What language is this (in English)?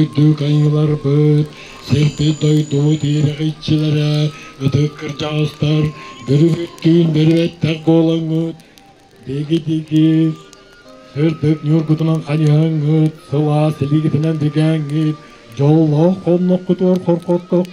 Yakut